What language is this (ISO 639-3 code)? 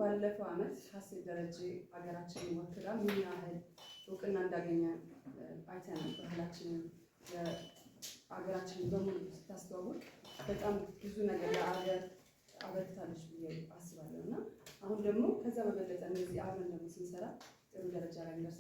amh